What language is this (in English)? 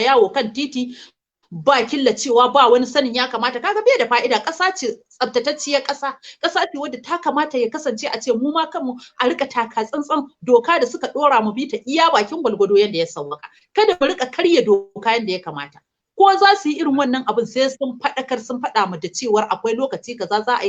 Hausa